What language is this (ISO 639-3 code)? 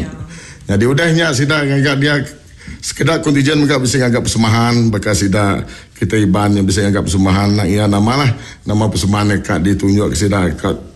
iba